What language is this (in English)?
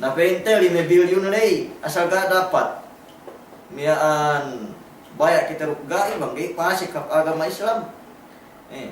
Yakan